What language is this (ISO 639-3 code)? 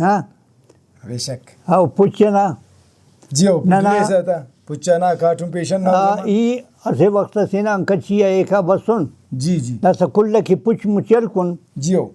brh